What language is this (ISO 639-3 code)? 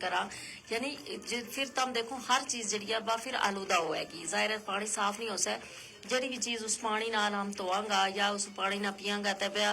gju